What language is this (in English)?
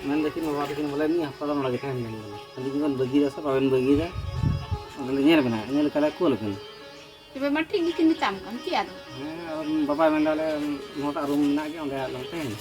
Santali